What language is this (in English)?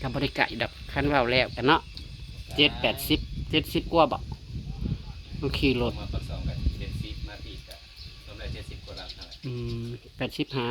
Northeastern Thai